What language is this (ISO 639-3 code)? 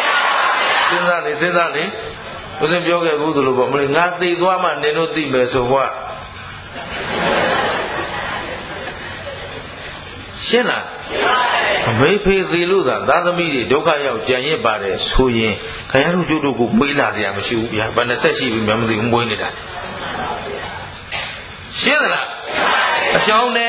mya